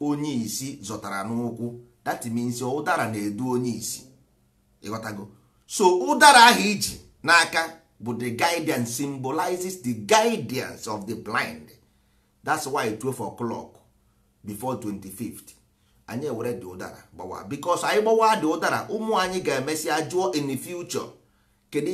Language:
Igbo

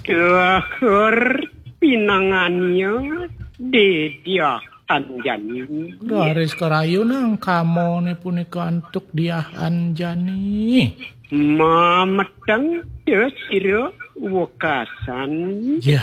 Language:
Balinese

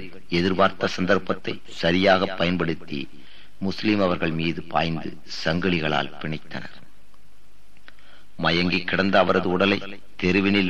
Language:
Tamil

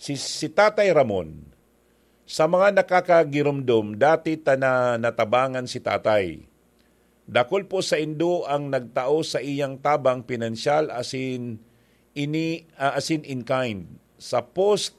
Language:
Bikol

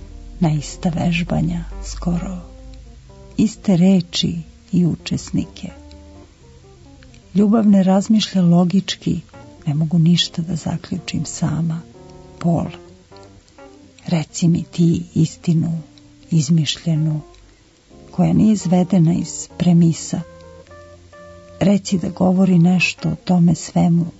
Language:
Serbian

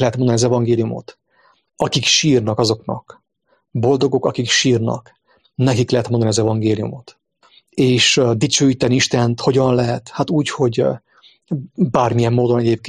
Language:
Hungarian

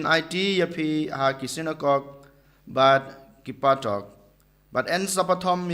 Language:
Khasi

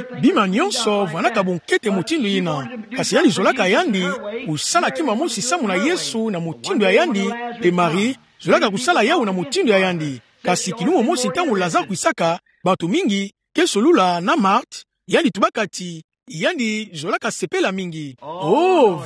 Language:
Kituba (Democratic Republic of Congo)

